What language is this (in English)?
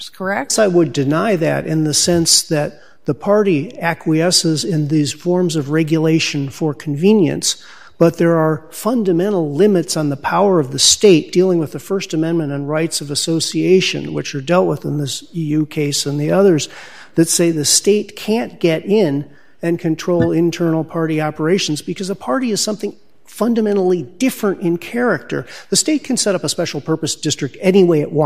English